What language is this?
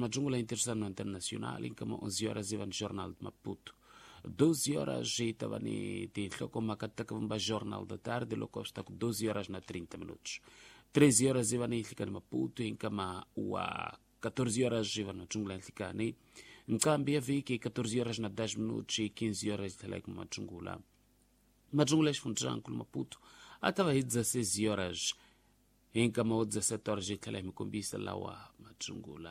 Tsonga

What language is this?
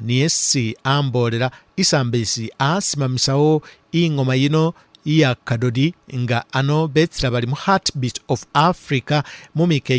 Masaaba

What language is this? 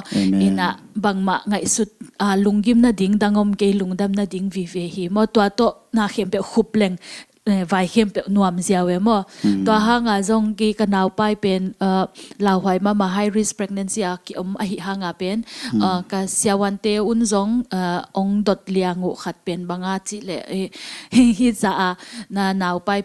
Tedim Chin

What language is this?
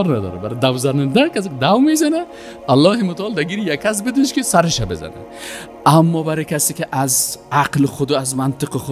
Persian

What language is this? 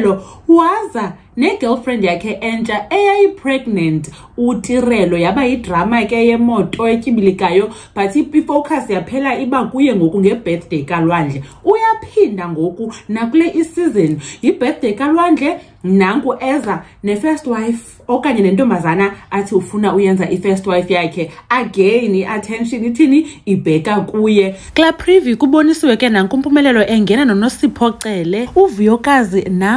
Xhosa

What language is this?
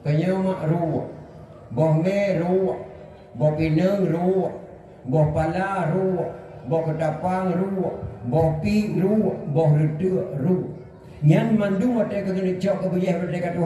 Achinese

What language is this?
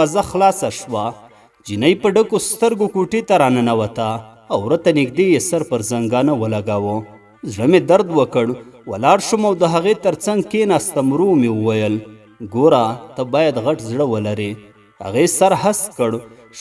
Pashto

